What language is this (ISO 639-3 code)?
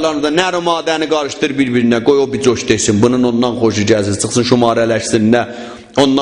azb